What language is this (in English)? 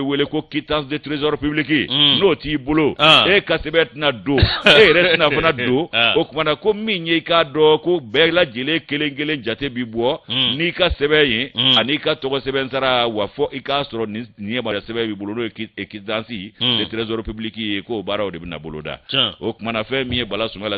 Bambara